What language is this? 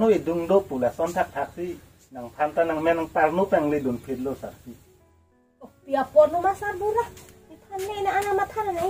Karbi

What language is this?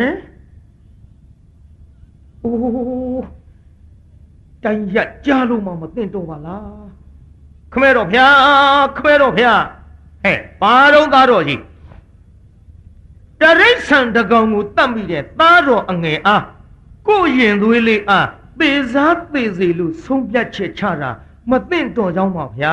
Burmese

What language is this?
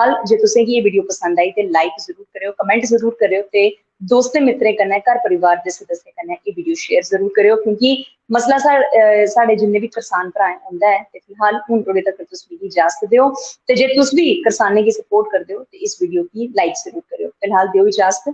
Dogri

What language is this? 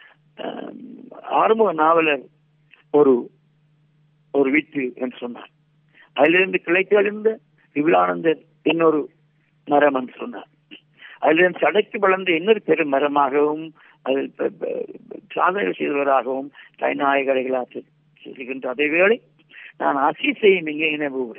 Tamil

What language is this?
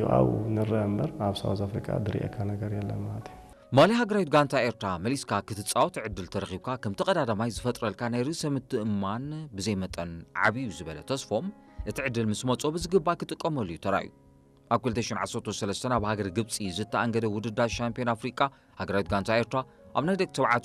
Tigrinya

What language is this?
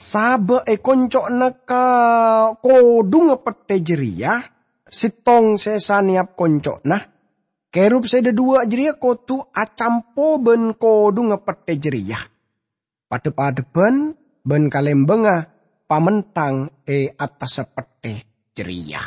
Madurese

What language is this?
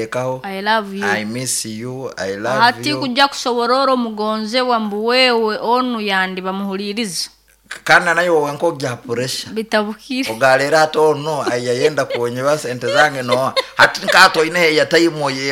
Nyoro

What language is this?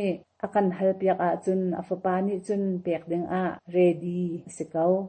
Hakha Chin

